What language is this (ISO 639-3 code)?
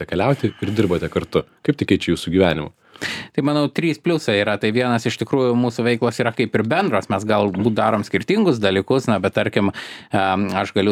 lit